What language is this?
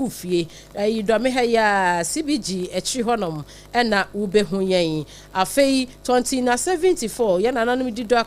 Akan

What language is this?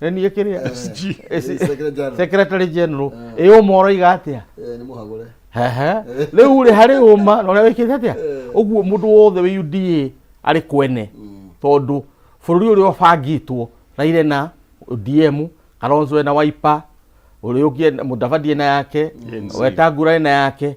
Kikuyu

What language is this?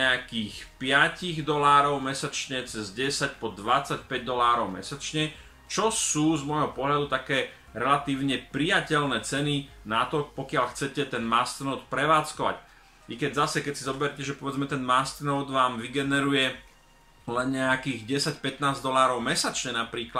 Slovak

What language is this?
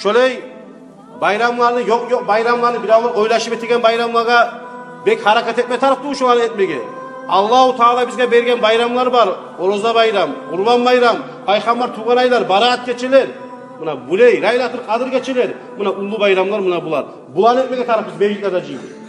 Kumyk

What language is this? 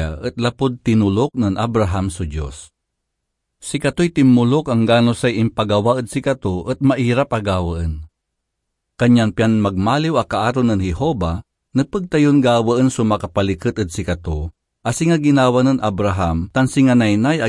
Pangasinan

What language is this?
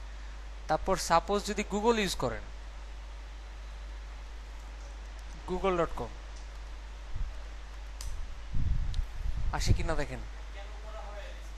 Bangla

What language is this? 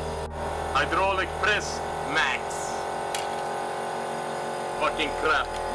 English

